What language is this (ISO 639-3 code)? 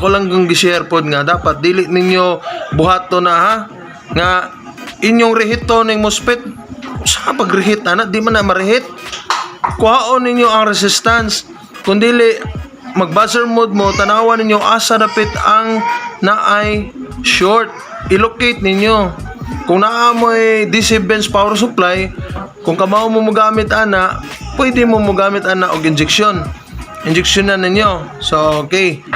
ceb